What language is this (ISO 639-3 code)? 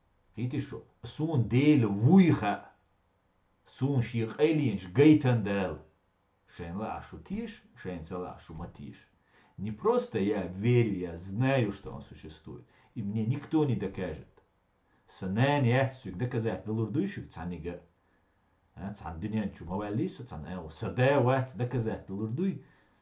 che